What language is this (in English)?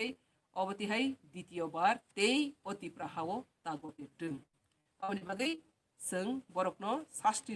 Kok Borok